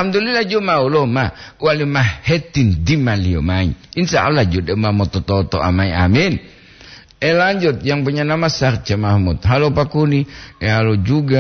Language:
Gorontalo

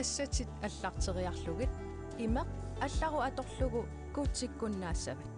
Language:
Kalaallisut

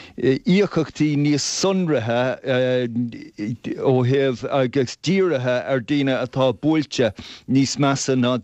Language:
Irish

